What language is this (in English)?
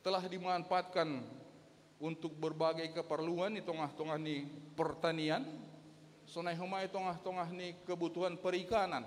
Batak Simalungun